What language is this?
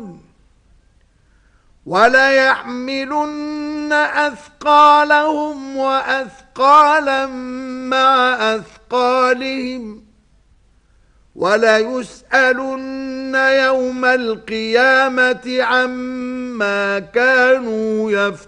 Arabic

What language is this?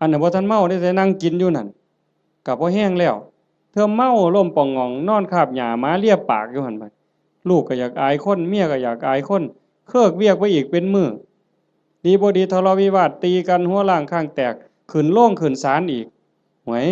Northeastern Thai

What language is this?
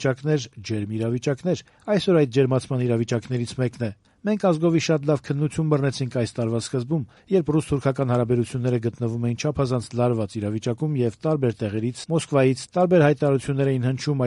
Armenian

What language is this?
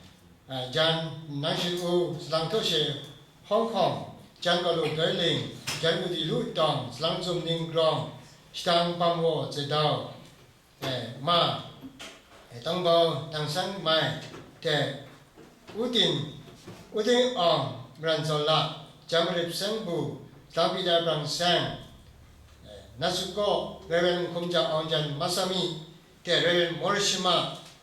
Kachin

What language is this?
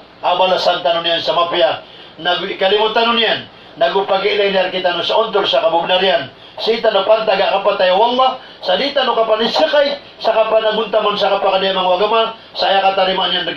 Maranao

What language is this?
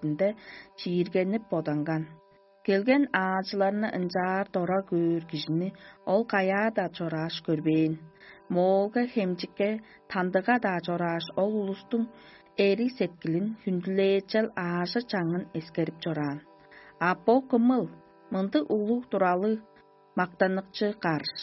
Tuvinian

